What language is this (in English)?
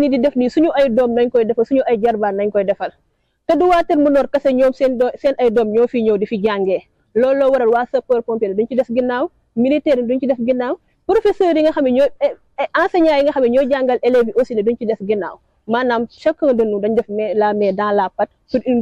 Wolof